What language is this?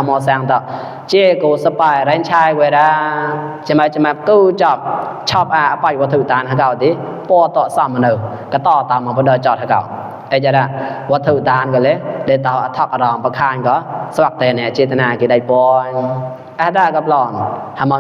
Mon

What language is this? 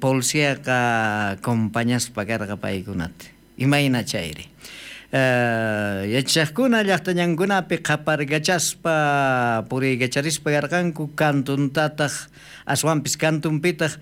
South Bolivian Quechua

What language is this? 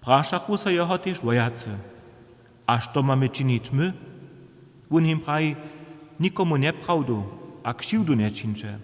Upper Sorbian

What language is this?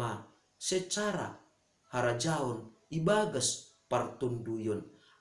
Batak Simalungun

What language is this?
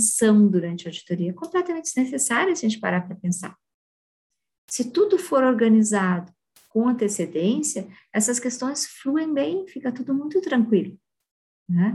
Portuguese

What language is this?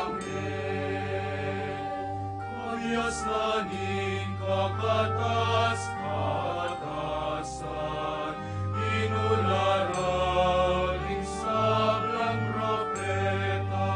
Pampanga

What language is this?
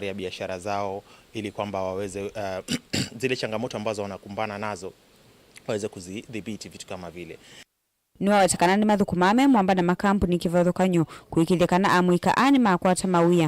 Kamba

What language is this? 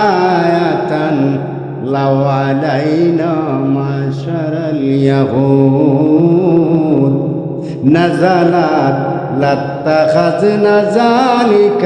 Sylheti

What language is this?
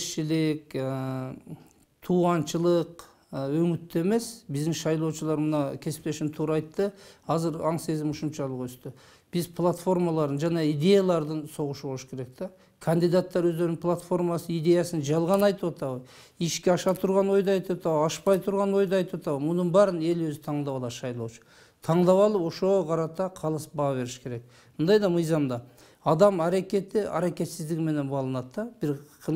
Kyrgyz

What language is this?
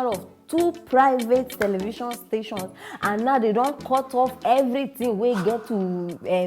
Nigerian Pidgin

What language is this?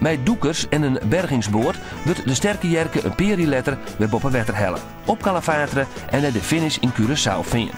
Western Frisian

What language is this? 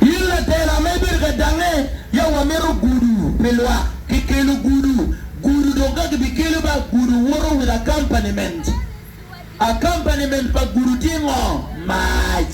Acoli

